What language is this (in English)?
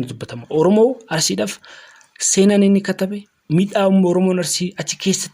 Oromo